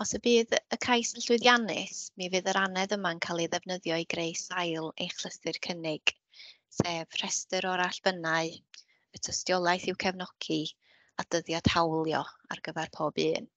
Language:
Welsh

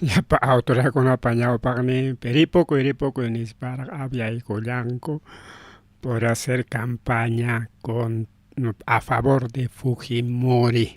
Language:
Ayacucho Quechua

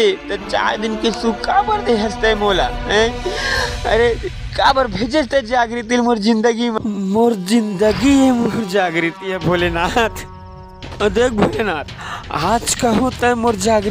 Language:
Chhattisgarhi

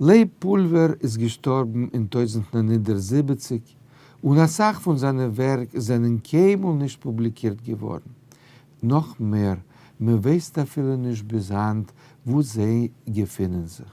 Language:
Yiddish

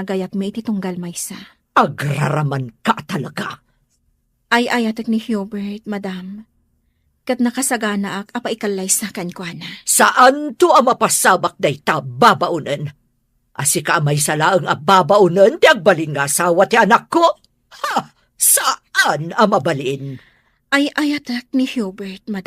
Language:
Iloko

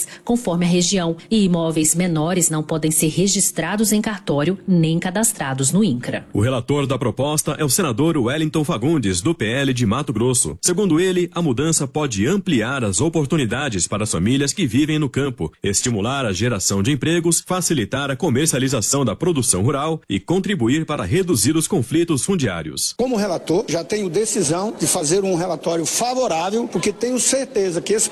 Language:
Portuguese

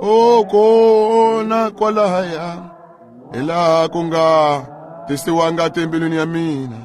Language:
Tsonga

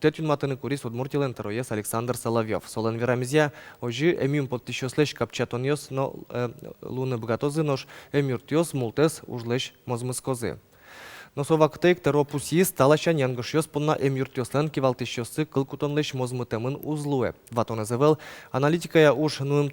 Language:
Udmurt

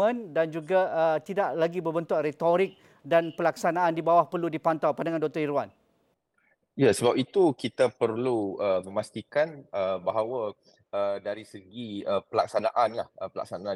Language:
Malay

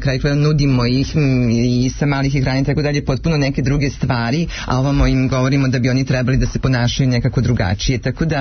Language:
Serbian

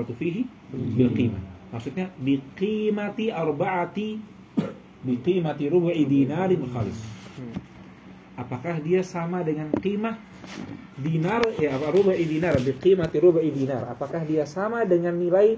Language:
Indonesian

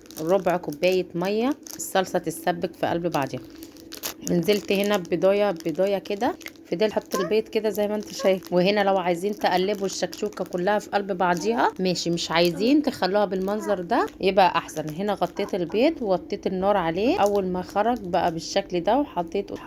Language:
Egyptian Arabic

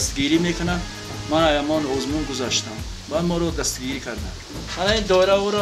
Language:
Tajik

